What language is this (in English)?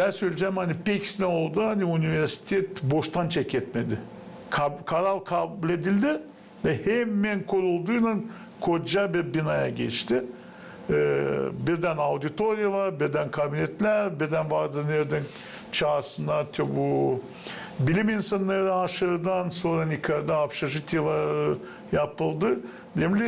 Gagauz